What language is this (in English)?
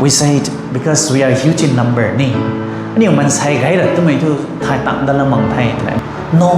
Rongmei Naga